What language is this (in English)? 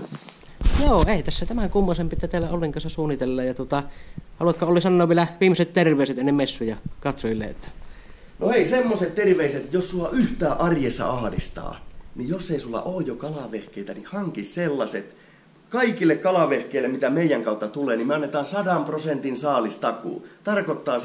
Finnish